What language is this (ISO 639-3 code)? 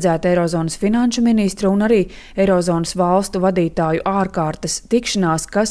lav